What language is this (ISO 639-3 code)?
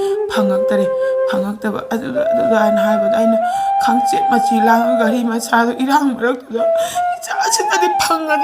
mni